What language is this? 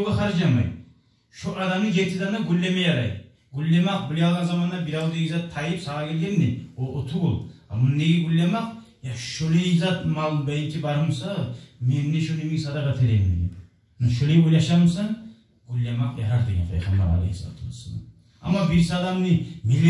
Kumyk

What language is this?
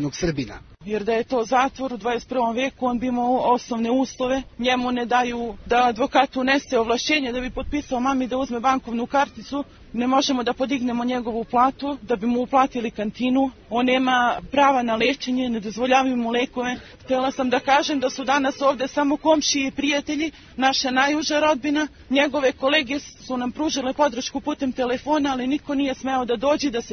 Serbian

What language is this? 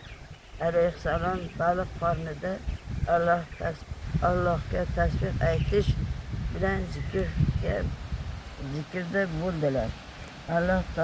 Uzbek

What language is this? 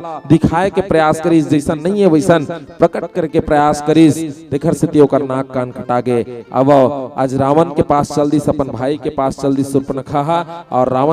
Chhattisgarhi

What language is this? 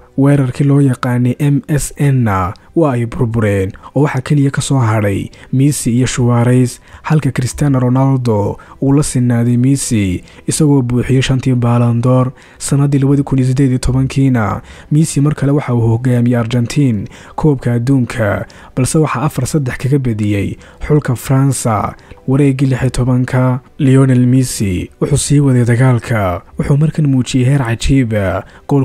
Somali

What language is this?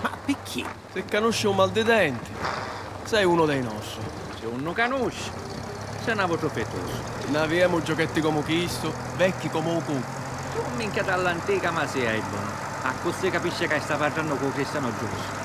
Sicilian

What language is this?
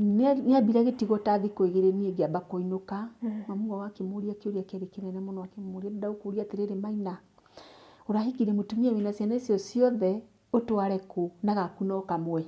Kikuyu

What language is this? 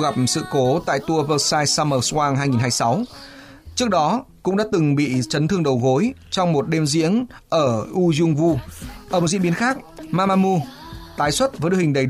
Vietnamese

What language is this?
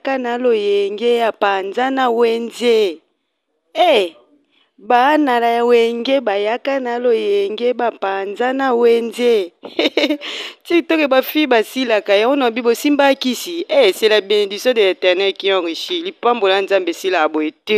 Lingala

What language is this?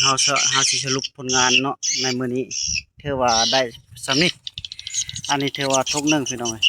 Northeastern Thai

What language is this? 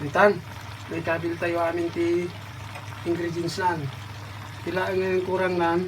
Iloko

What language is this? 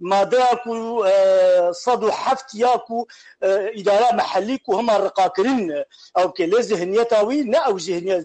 Kurdish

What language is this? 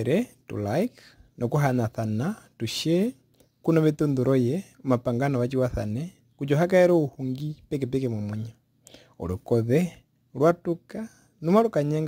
Herero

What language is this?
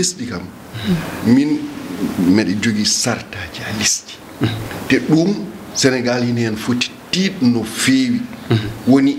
Fula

